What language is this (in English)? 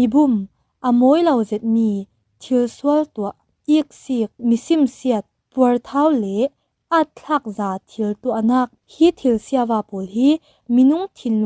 Falam Chin